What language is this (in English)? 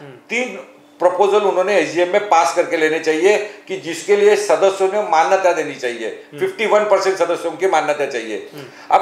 Hindi